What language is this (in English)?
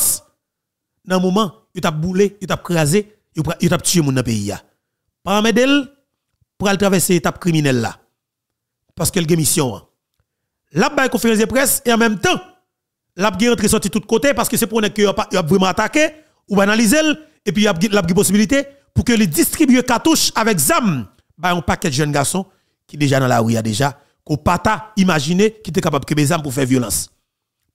Haitian Creole